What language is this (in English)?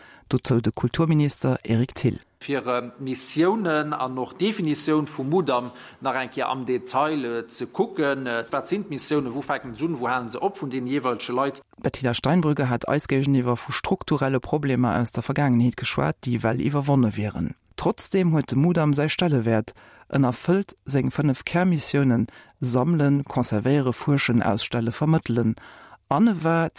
Luxembourgish